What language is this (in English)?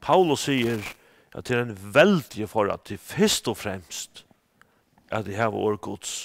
Faroese